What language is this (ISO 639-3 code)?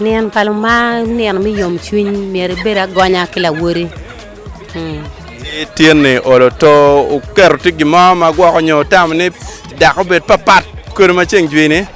ach